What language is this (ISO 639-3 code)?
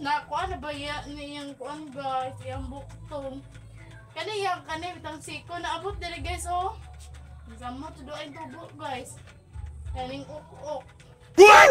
ceb